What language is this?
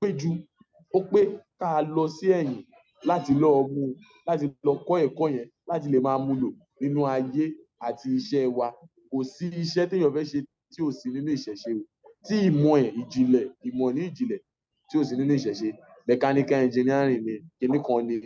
Yoruba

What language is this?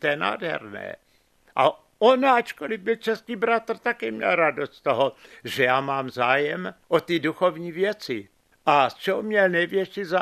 Czech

